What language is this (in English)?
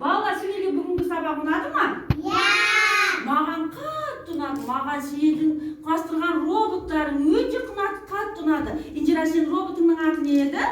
Kazakh